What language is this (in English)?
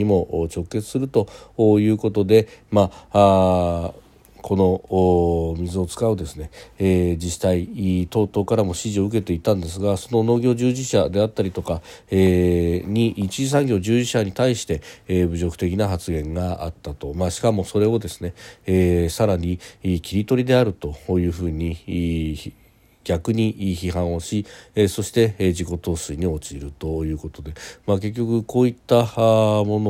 Japanese